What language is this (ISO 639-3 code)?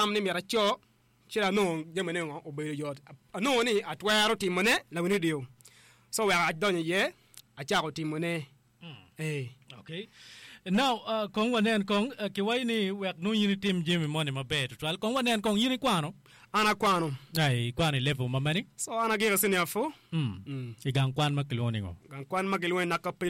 ach